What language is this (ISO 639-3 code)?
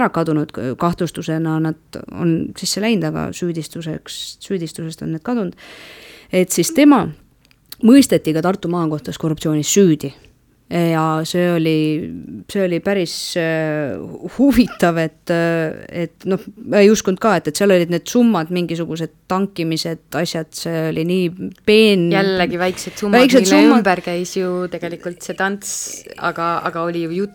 est